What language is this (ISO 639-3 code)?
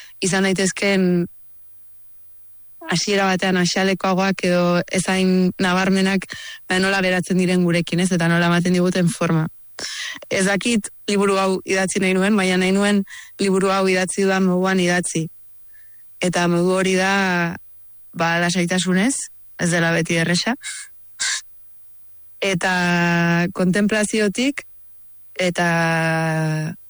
eus